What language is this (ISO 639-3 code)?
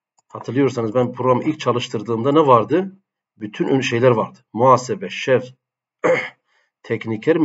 tur